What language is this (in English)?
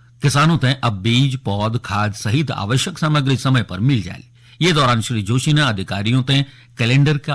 Garhwali